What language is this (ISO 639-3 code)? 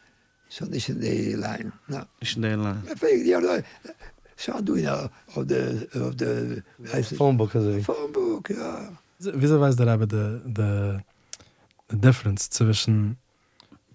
yid